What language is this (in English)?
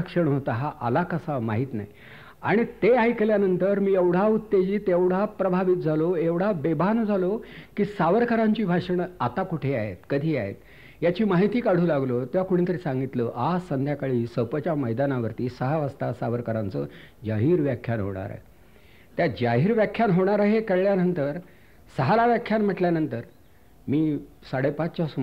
Marathi